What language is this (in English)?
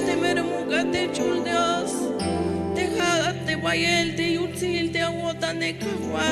Tzeltal